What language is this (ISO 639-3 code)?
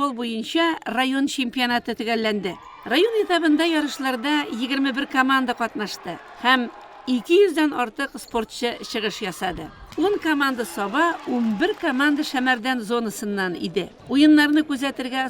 tat